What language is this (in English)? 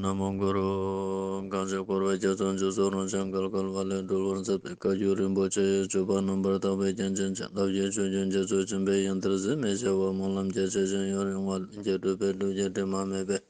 Ladakhi